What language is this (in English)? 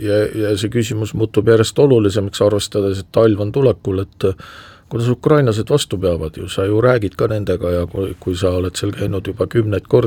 Estonian